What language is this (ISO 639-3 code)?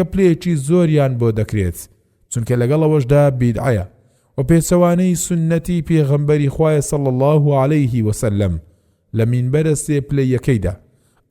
ckb